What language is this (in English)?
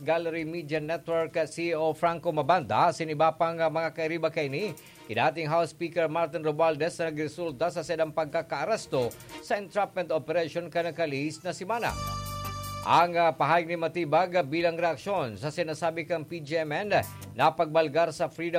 Bikol